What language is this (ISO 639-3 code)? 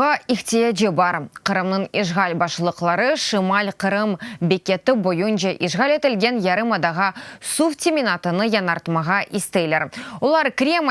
crh